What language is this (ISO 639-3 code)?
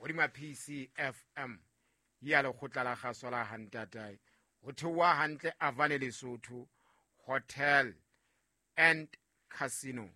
sot